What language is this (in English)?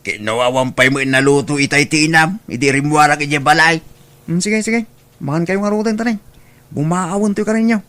Iloko